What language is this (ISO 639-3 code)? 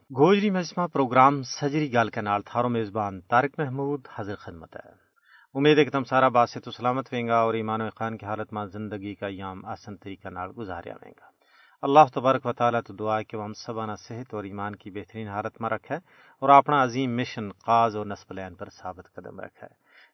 gju